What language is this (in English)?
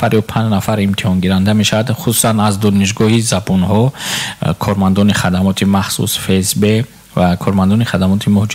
Tajik